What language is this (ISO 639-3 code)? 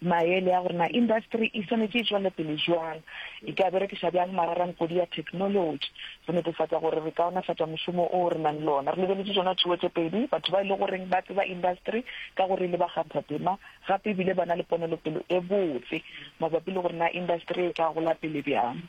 nso